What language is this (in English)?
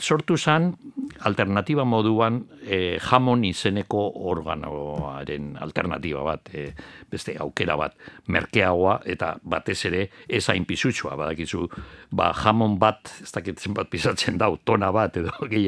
Basque